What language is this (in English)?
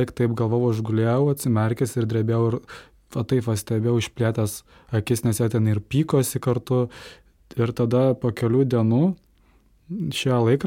Lithuanian